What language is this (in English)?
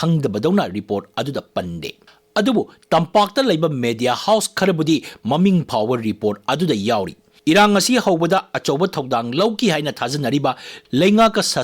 Manipuri